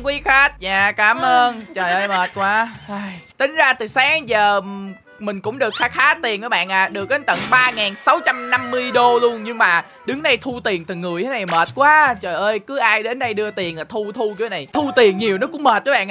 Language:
Vietnamese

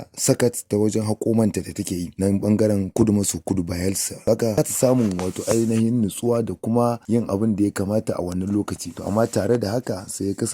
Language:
Hausa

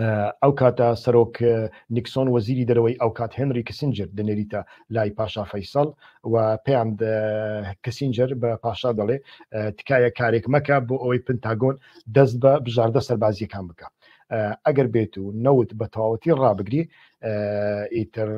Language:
Central Kurdish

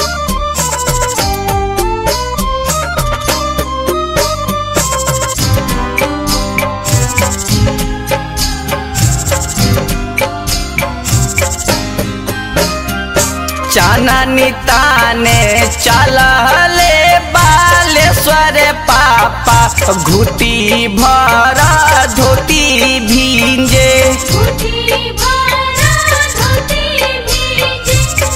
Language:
Bhojpuri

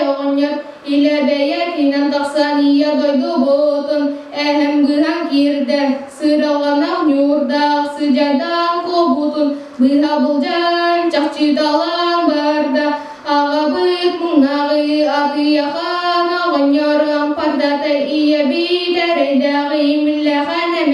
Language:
Yakut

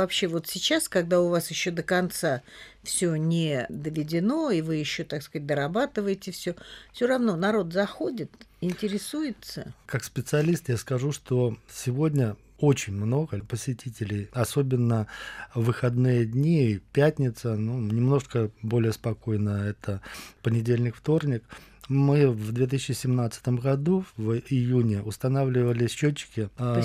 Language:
Russian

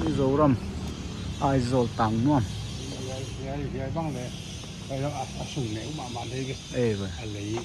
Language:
Paite Chin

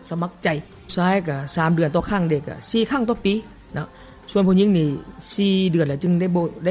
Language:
Lao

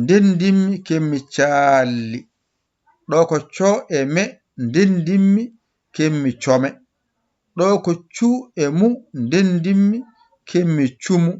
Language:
Fula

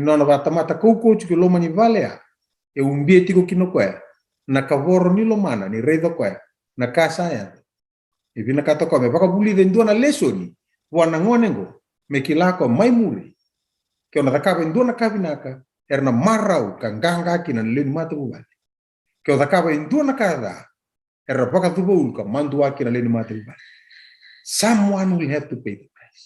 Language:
Fijian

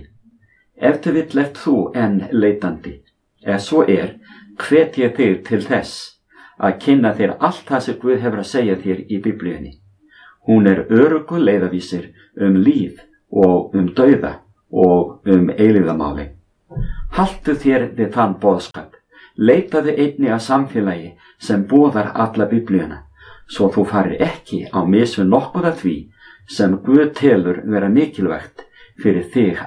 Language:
Icelandic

